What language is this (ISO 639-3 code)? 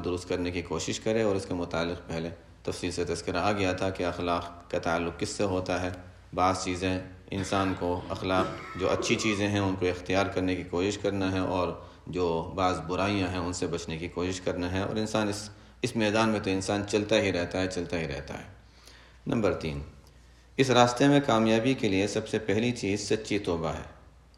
urd